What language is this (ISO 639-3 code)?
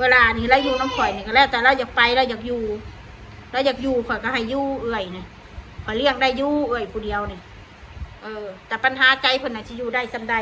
tts